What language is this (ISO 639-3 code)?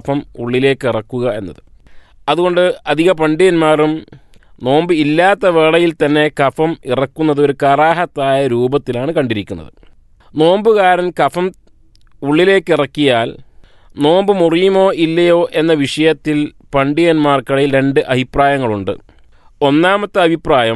mal